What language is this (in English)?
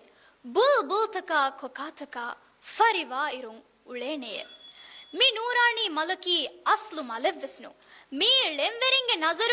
Divehi